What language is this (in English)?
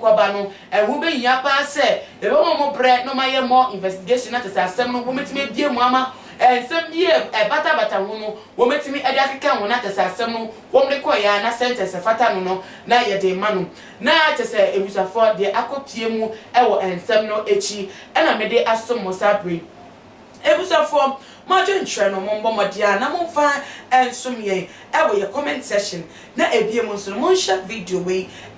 Akan